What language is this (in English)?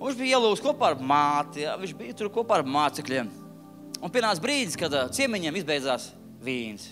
Latvian